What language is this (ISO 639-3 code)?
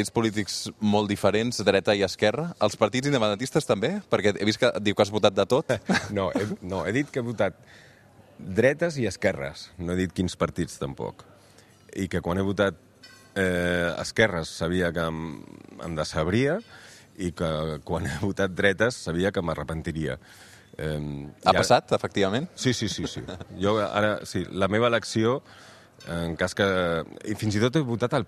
cat